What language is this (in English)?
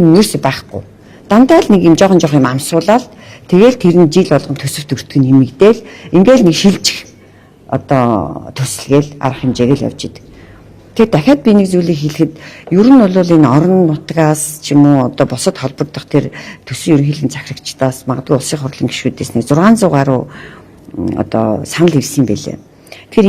Mongolian